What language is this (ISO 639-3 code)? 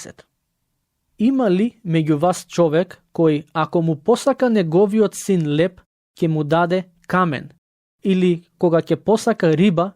mkd